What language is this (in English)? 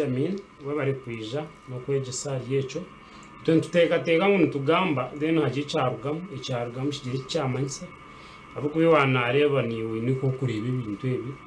Nyankole